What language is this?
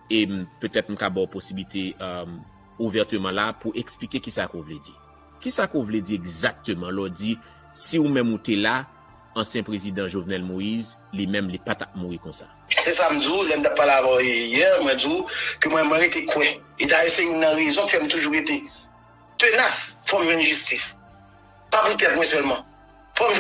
Haitian Creole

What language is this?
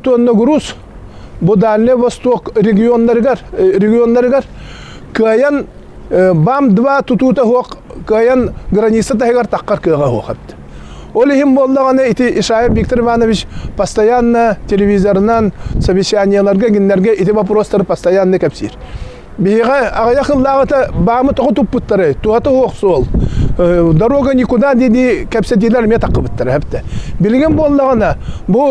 Yakut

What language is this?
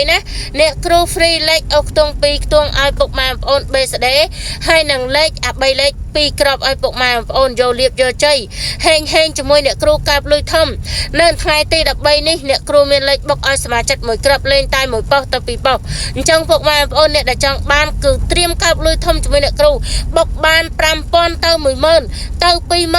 Khmer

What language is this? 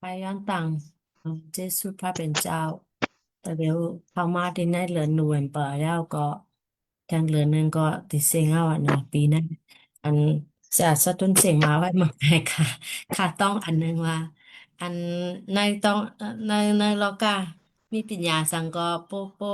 Shan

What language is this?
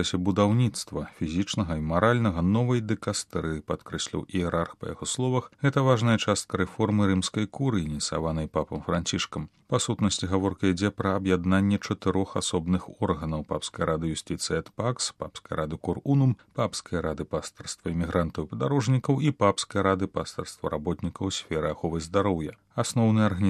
Belarusian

